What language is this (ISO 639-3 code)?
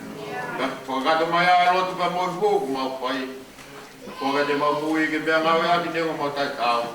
ton